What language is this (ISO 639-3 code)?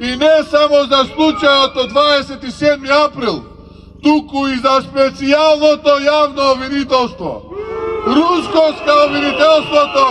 mkd